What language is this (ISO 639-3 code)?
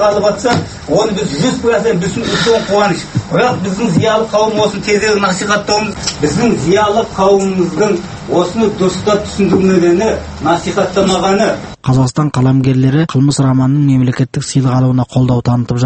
kaz